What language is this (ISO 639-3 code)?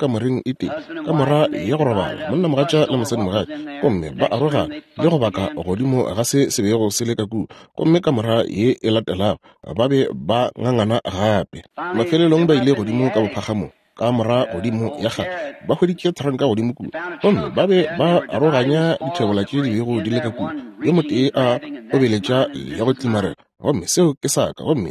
nso